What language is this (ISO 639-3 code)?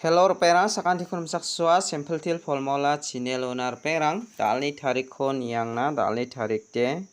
grt